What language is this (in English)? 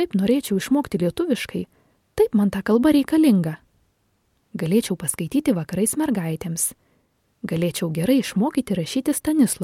Lithuanian